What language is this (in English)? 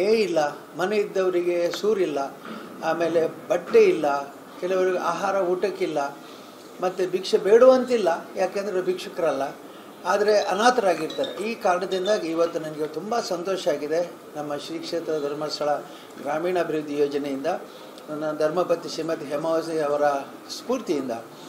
Kannada